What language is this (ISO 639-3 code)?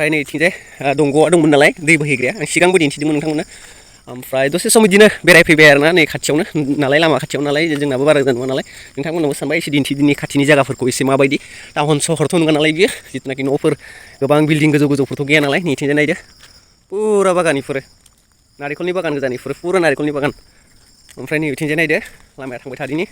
brx